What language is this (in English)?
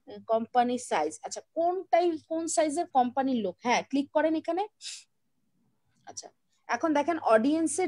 Bangla